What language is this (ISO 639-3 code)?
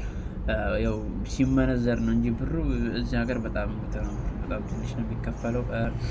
amh